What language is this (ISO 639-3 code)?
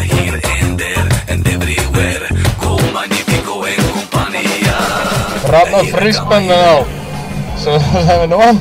fry